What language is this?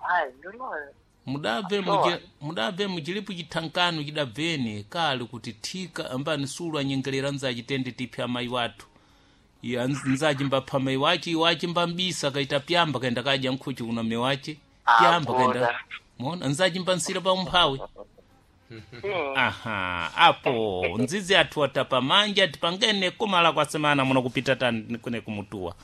Sena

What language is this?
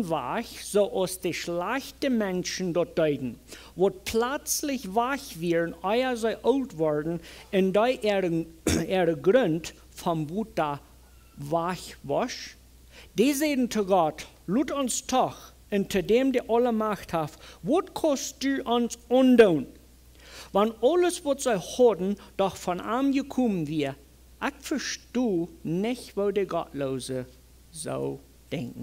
Plautdietsch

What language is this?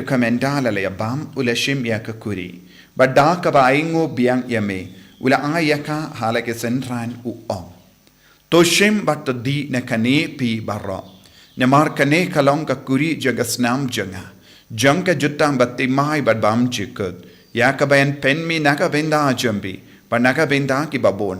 Khasi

